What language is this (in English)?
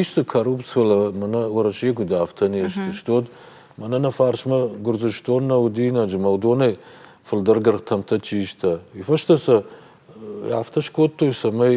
Ossetic